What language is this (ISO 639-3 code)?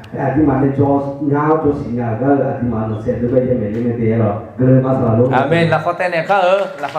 ahk